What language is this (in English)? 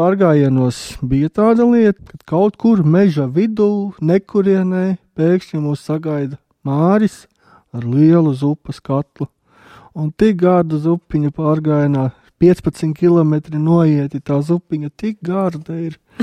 Latvian